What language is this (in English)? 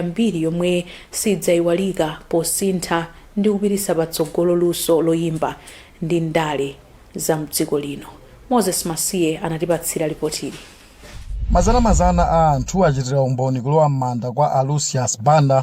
Nyanja